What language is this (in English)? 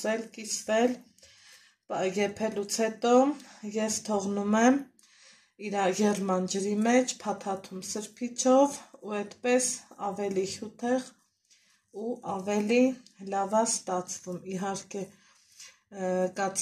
Armenian